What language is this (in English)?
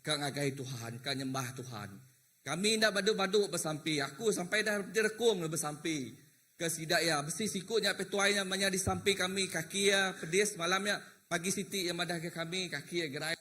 Iban